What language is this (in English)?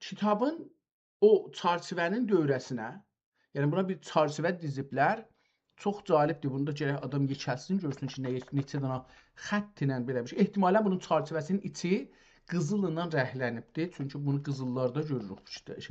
South Azerbaijani